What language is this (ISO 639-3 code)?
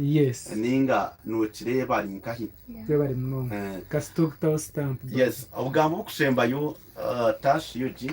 nyn